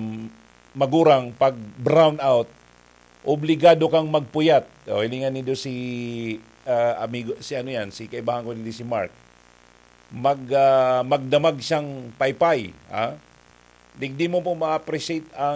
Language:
Bikol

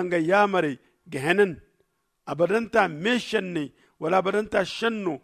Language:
Zarma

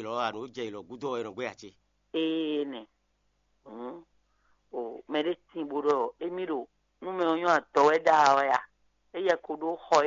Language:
Fon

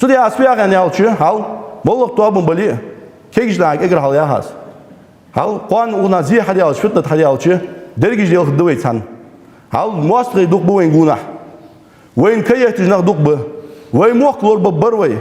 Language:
Ingush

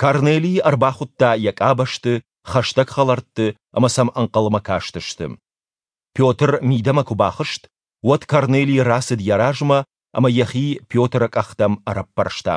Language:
Ossetic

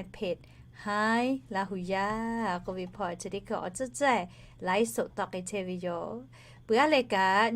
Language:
Lahu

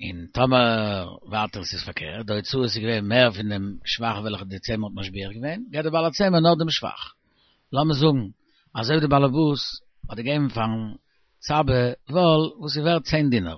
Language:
Yiddish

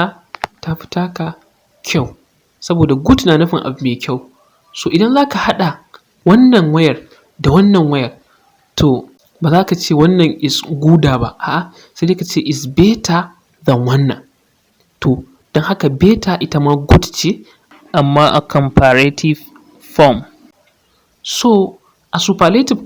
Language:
Hausa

